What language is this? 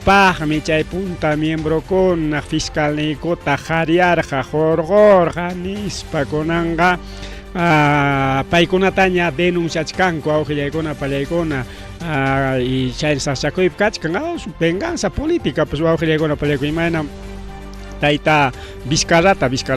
Ayacucho Quechua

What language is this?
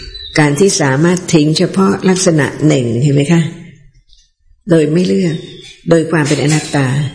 Thai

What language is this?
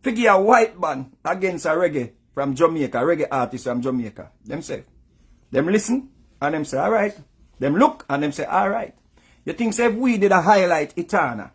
Jamaican Creole English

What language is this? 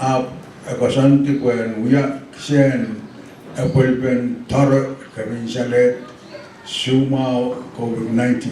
Pohnpeian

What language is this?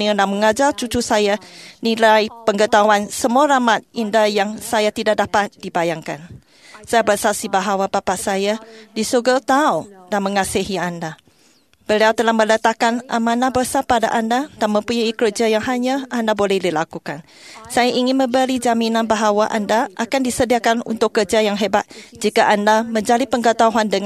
Malay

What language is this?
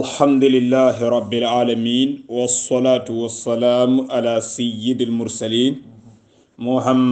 Hausa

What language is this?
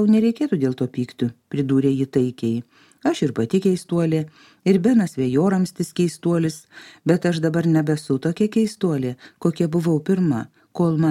Lithuanian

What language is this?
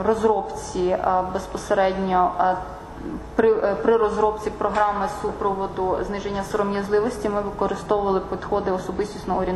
Ukrainian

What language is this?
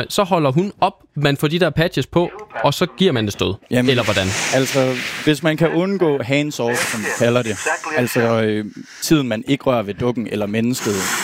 Danish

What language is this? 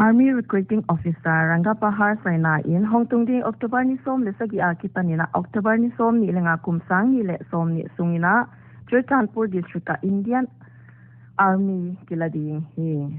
Paite Chin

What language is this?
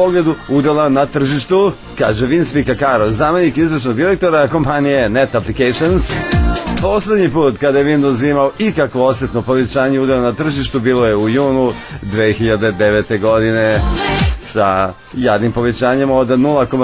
Serbian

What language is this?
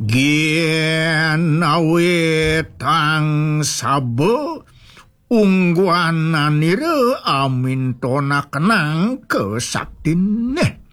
Balinese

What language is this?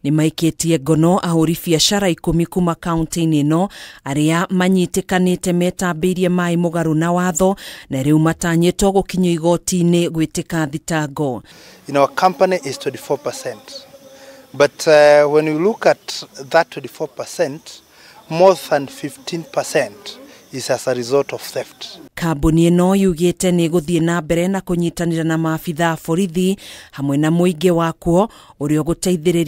Kikuyu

